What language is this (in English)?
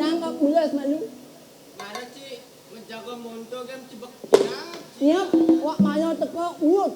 Balinese